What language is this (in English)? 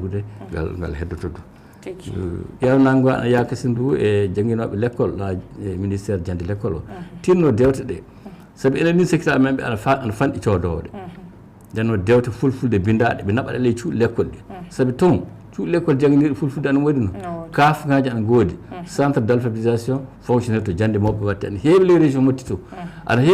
Fula